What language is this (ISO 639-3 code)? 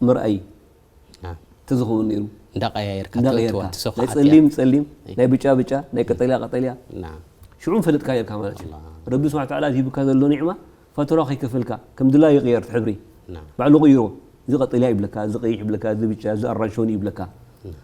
tir